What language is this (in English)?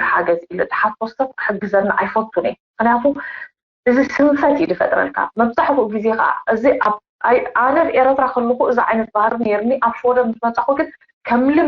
Tigrinya